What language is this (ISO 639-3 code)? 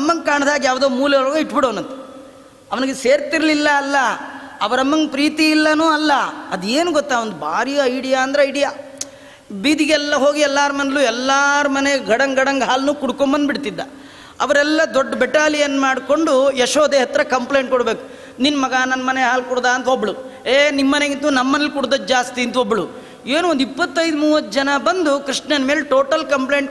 kan